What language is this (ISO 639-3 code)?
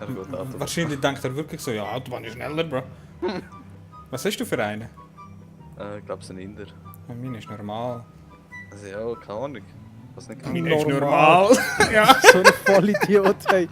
gsw